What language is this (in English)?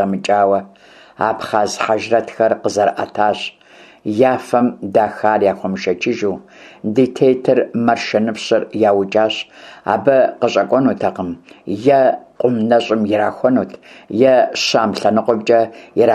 Kabardian